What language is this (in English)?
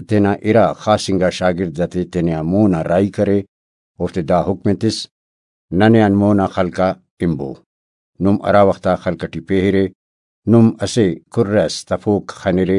Brahui